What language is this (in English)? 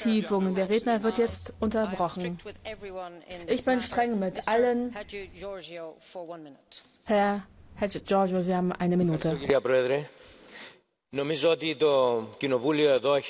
German